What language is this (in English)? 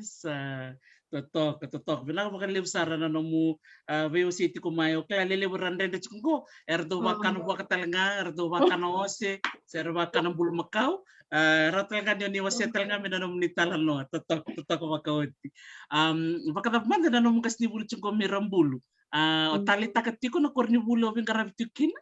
Fijian